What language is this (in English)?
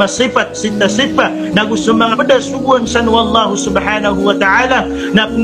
Maranao